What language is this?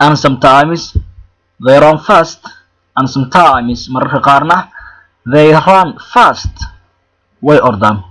Somali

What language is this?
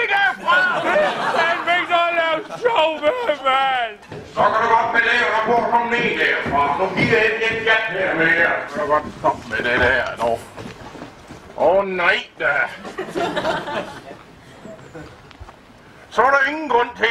Danish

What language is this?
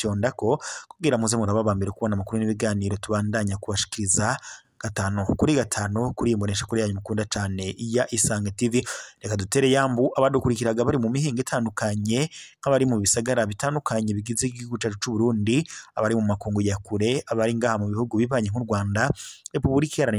Rundi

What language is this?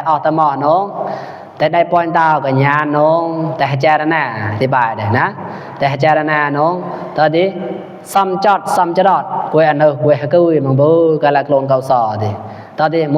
Mon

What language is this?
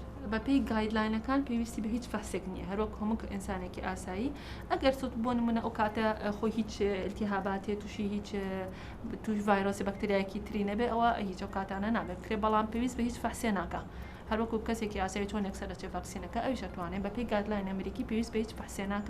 Central Kurdish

